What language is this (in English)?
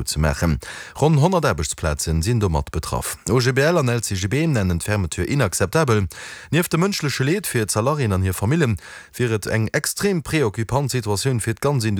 Luxembourgish